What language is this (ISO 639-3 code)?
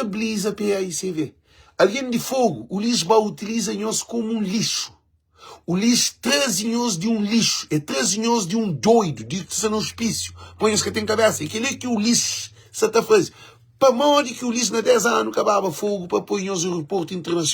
kea